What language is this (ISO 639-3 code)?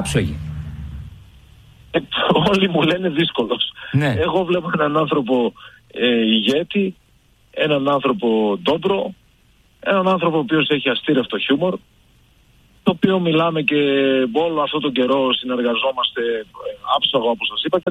ell